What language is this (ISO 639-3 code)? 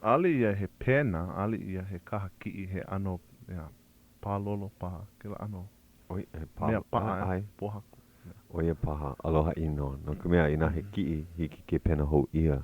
haw